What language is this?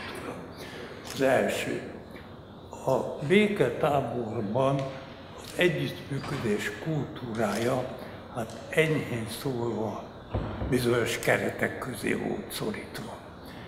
Hungarian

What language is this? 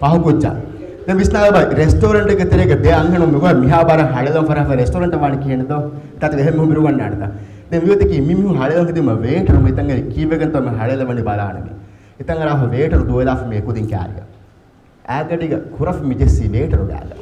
Divehi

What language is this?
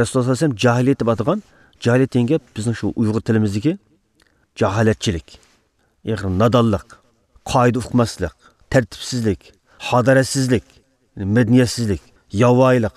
Uyghur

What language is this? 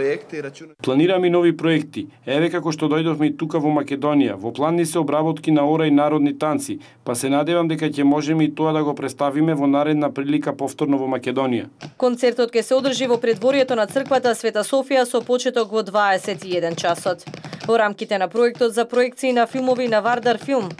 Macedonian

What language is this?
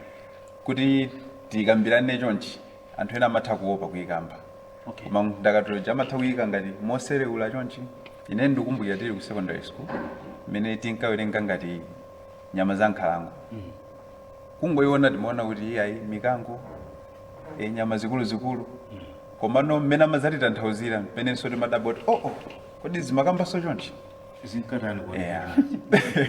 Nyanja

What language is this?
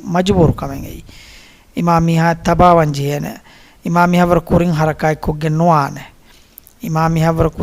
Divehi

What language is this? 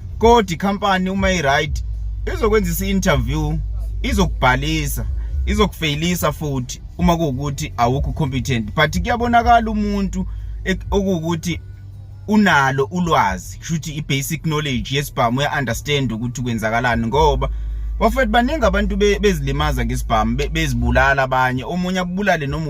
Zulu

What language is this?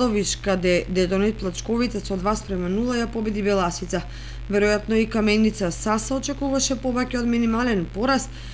Macedonian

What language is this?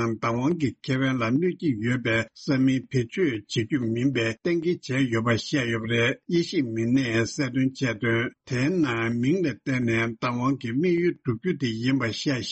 Tibetan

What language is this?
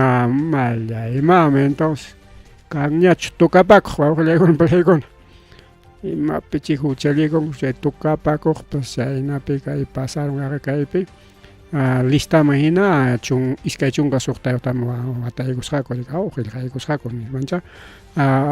Ayacucho Quechua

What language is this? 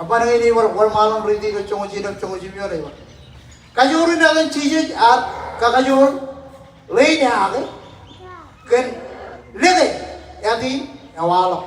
Marshallese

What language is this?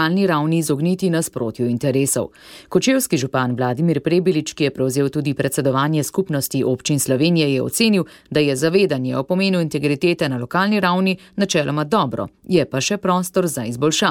Slovenian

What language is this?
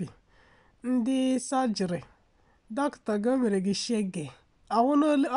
Igbo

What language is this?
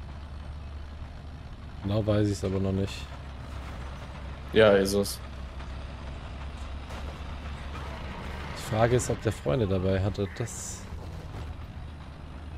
German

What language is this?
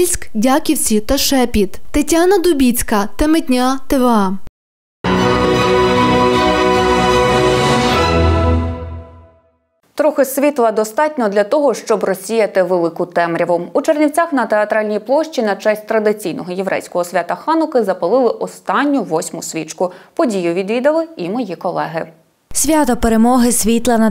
Ukrainian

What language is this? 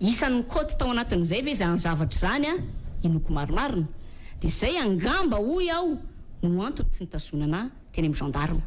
Malagasy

